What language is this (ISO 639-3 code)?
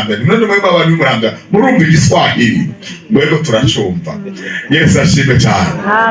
run